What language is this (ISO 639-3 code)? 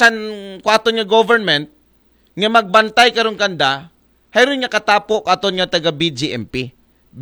akl